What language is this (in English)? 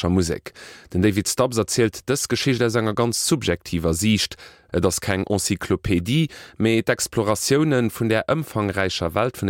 Luxembourgish